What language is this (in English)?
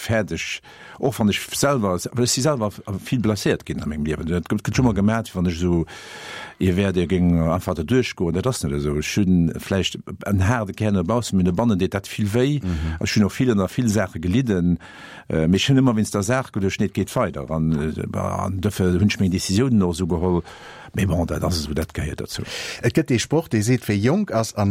Luxembourgish